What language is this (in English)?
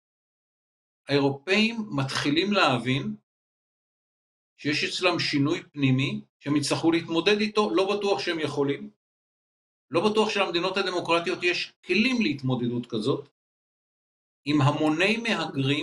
Hebrew